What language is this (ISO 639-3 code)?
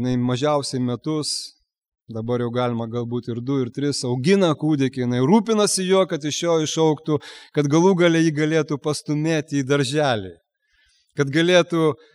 lit